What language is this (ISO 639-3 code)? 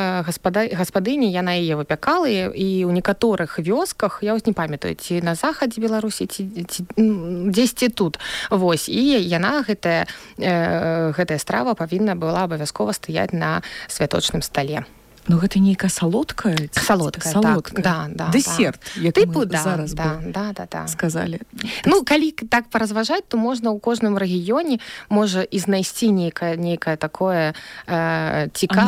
bel